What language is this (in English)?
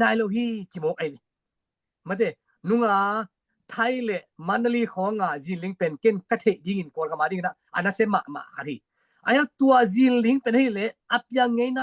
Tedim Chin